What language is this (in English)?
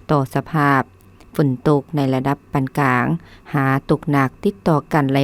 Lao